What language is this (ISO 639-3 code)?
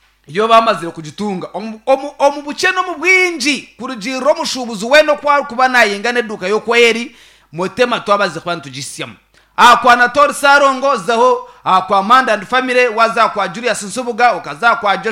nyn